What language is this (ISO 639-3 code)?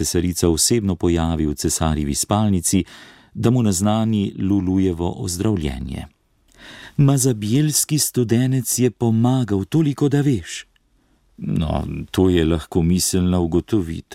slv